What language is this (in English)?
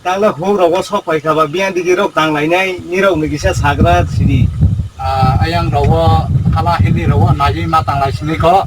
Kok Borok